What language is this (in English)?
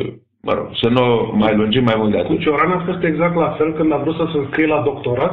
Romanian